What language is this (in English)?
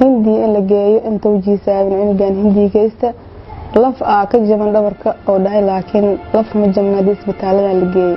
Somali